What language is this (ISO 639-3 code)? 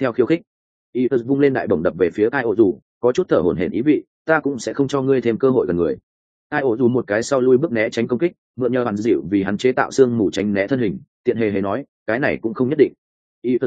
vie